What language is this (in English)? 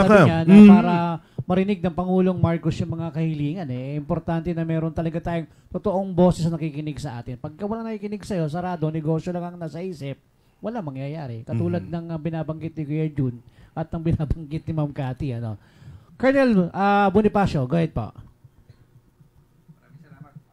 Filipino